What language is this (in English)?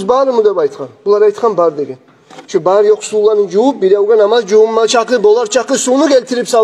Kumyk